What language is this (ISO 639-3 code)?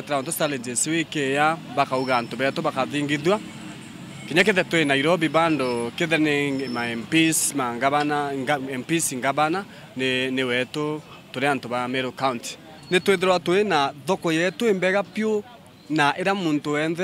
mer